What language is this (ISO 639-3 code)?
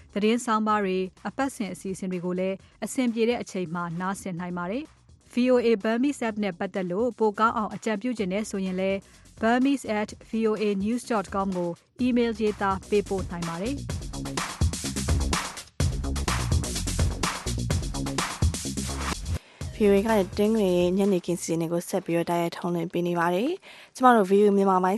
mya